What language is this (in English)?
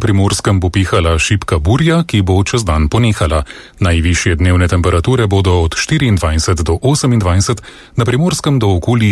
Slovenian